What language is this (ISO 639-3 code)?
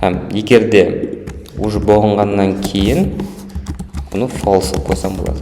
kaa